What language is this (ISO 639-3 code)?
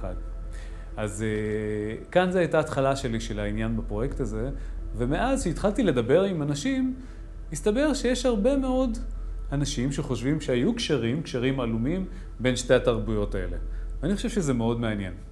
heb